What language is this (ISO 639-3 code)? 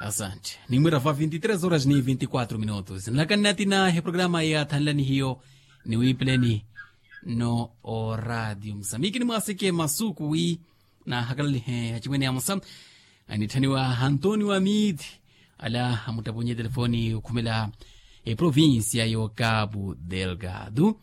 vmw